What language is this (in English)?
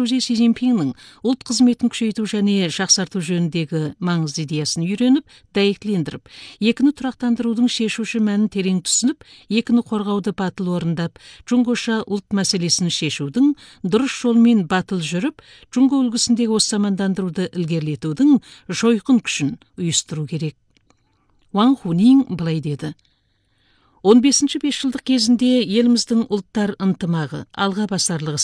Kazakh